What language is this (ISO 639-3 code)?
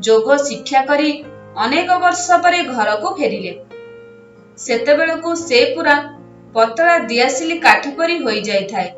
ori